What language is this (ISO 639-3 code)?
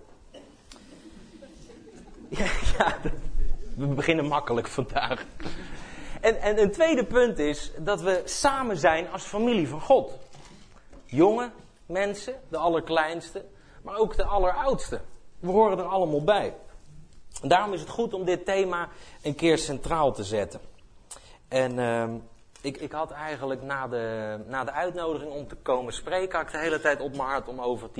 nld